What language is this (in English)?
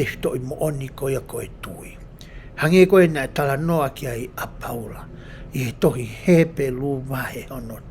Tongan